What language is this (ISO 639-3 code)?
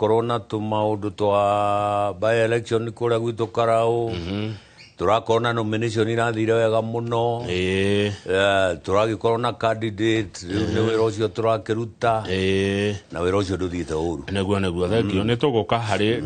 kik